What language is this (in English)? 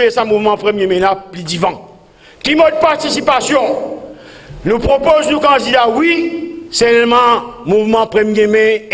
Morisyen